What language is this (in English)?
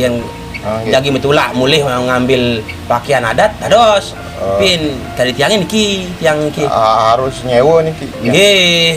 Balinese